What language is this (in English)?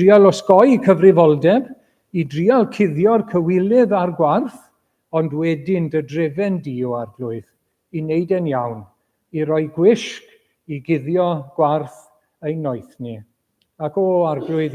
Welsh